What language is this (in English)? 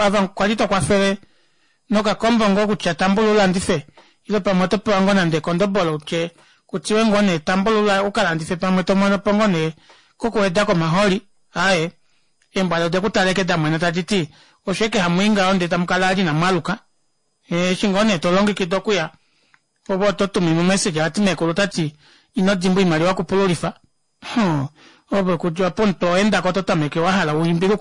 Kuanyama